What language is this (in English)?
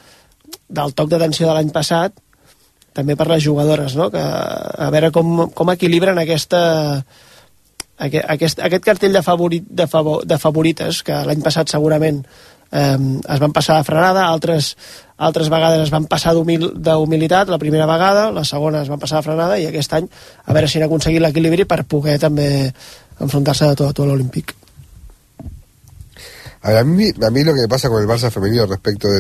Catalan